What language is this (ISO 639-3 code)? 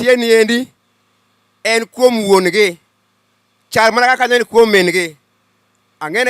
luo